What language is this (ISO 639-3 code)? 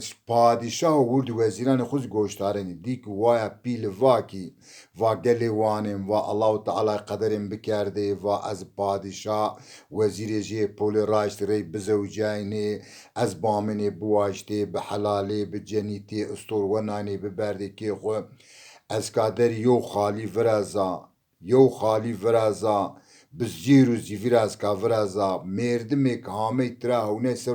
zza